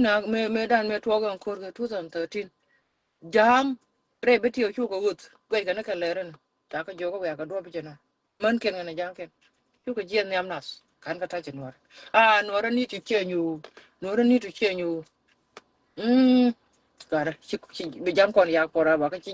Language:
Nuer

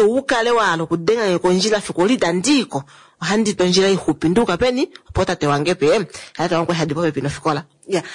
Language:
Kuanyama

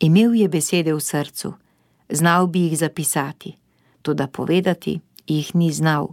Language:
Slovenian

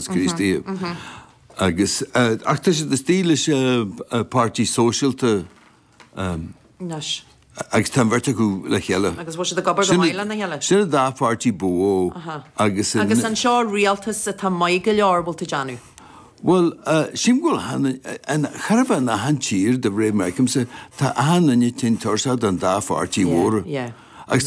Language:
Irish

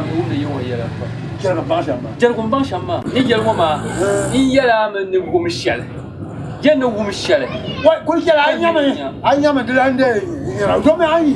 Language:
Dagbani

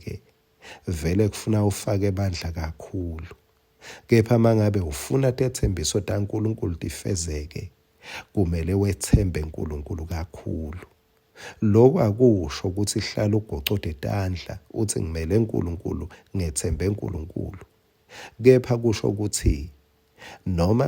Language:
Swati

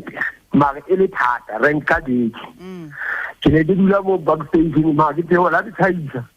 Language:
Southern Sotho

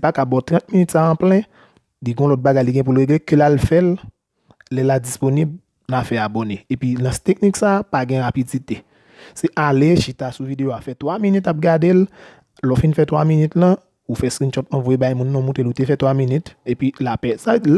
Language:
Haitian Creole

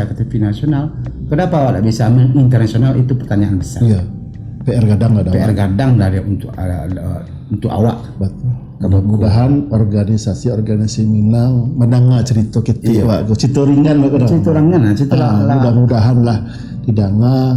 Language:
Minangkabau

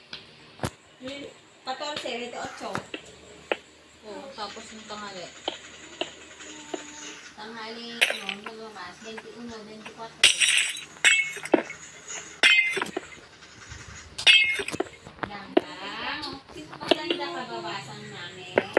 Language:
Filipino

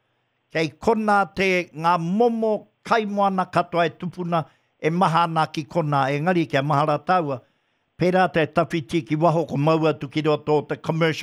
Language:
Māori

